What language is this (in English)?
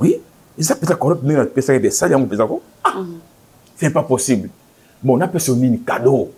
Lingala